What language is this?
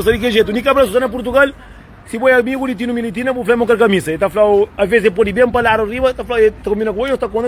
Kabuverdianu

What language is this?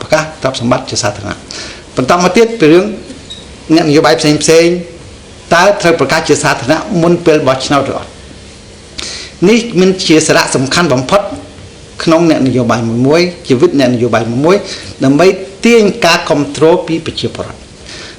Khmer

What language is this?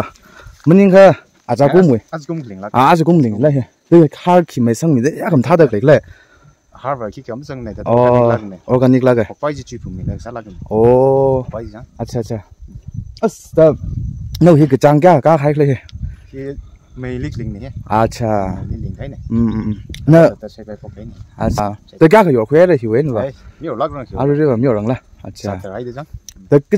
Tangkhul Naga (India)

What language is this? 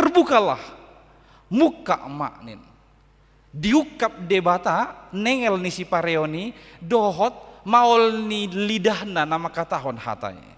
Batak Toba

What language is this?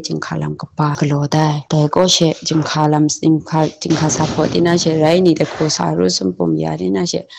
Maru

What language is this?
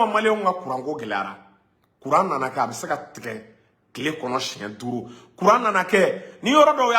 Bambara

